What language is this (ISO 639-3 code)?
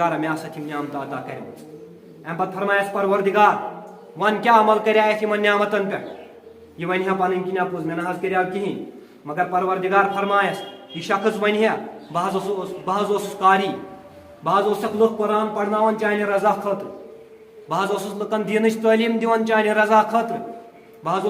kas